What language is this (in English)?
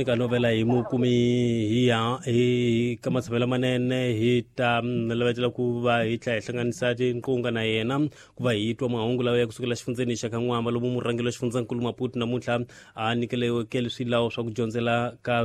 Tsonga